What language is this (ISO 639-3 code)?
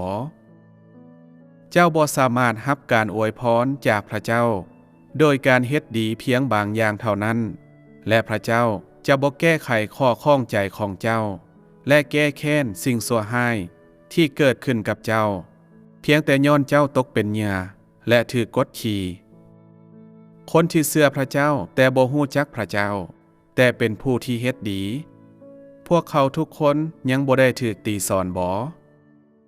lao